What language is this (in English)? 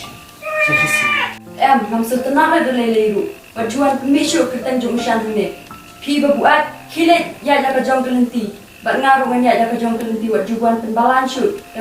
Khasi